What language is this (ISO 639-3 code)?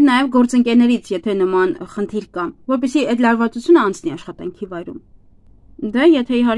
hye